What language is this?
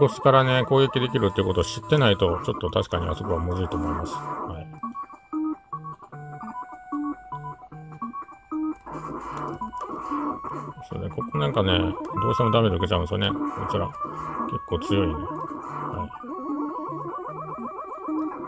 Japanese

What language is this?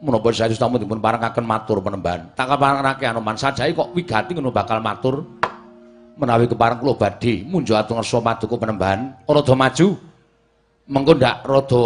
Javanese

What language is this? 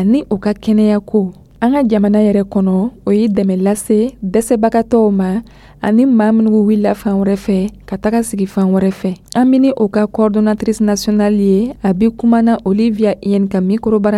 Dyula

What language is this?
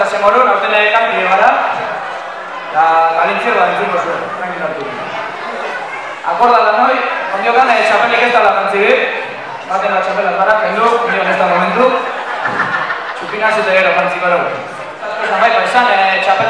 Basque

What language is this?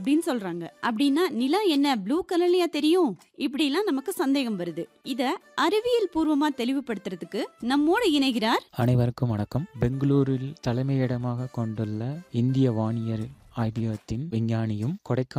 Tamil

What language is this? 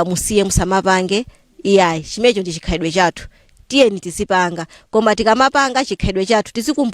Nyanja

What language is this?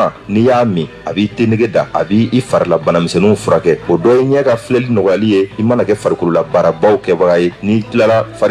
Bambara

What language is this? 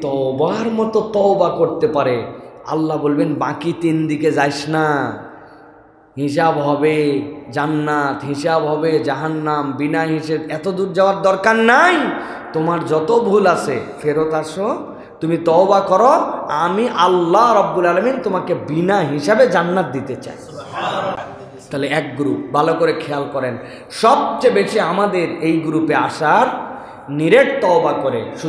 Bangla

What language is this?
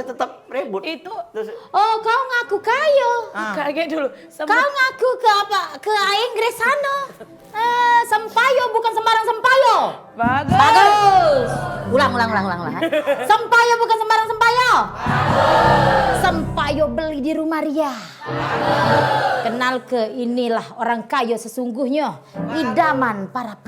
Musi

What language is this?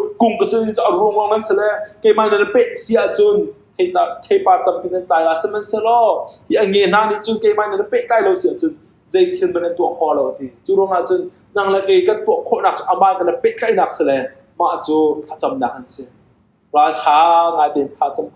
Hakha Chin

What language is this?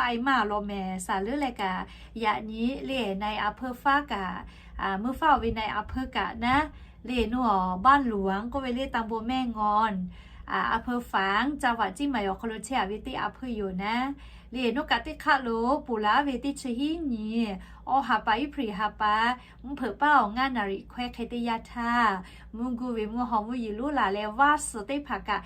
Lahu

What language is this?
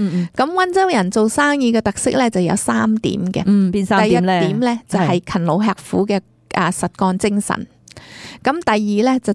Cantonese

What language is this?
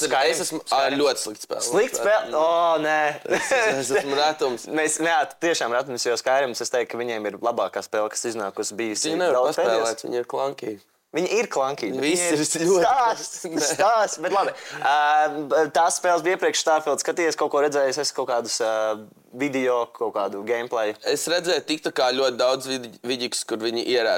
Latvian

